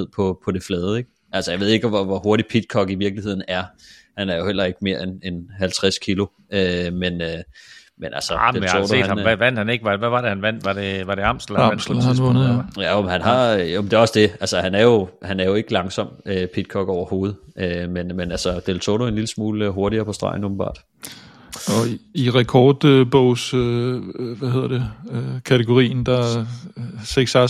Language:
Danish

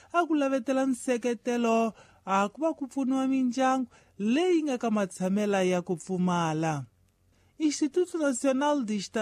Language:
Tsonga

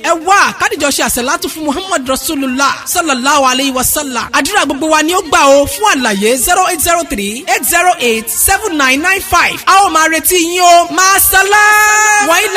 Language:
Yoruba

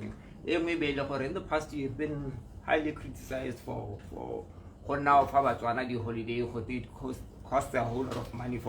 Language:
Tswana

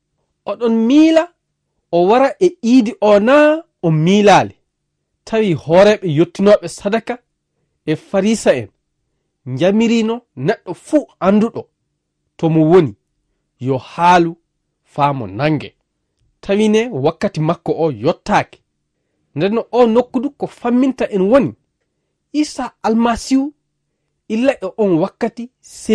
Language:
Fula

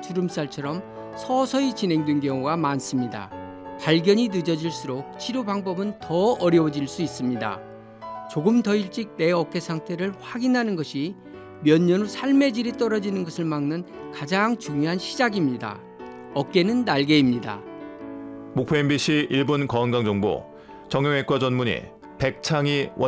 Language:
Korean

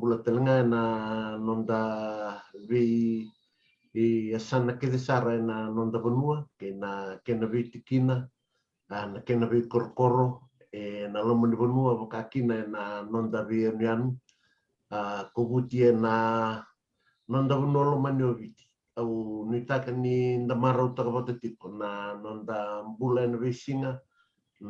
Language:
Fijian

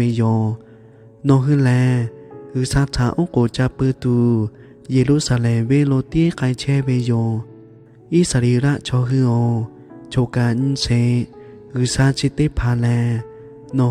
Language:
Lahu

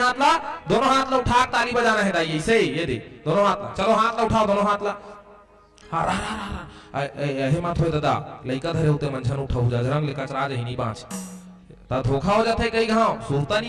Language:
Chhattisgarhi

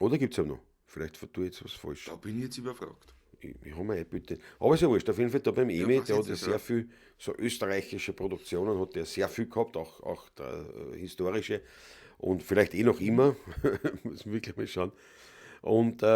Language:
Bavarian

